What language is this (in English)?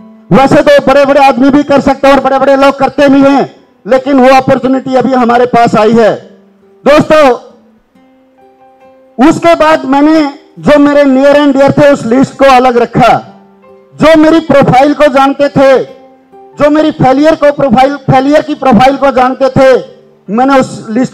Hindi